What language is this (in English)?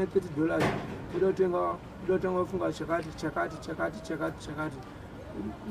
Shona